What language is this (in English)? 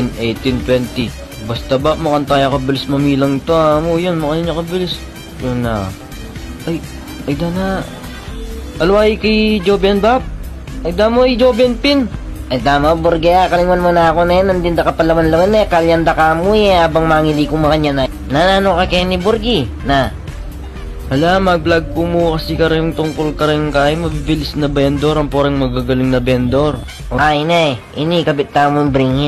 Pampanga